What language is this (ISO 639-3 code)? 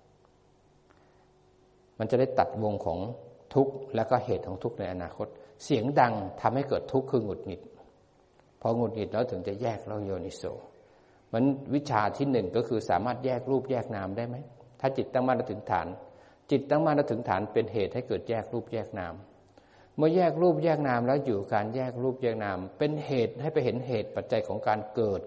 tha